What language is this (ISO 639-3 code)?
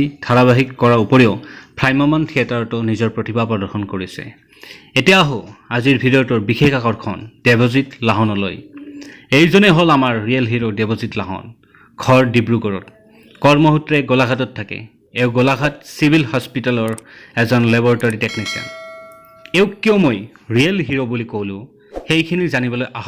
asm